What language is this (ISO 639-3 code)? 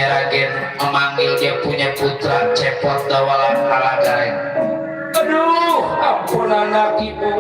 bew